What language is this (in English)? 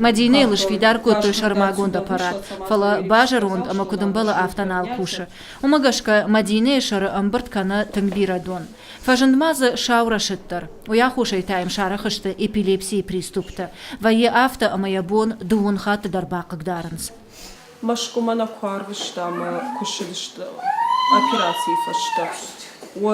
Ossetic